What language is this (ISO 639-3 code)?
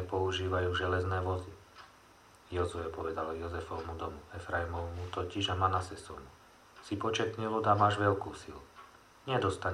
slk